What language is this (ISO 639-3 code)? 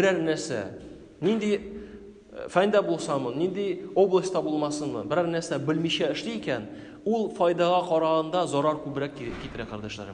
tat